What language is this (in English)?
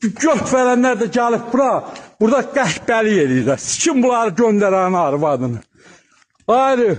Azerbaijani